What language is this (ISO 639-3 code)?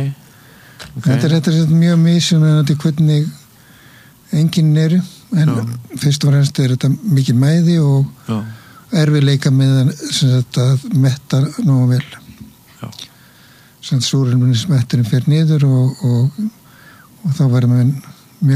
isl